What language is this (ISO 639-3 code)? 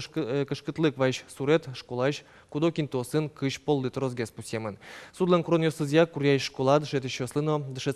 udm